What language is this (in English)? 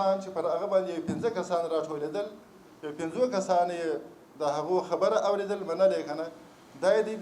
Pashto